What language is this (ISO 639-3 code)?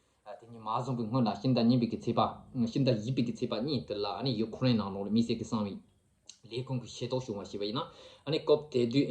bod